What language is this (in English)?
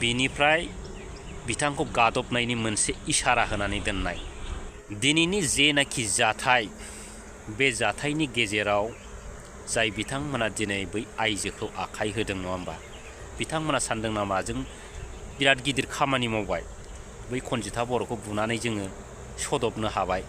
Bodo